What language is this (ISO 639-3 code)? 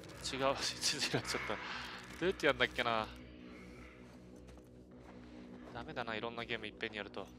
jpn